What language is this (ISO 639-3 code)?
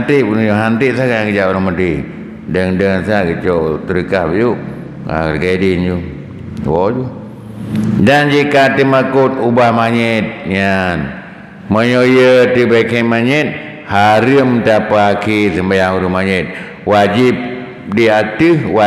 ace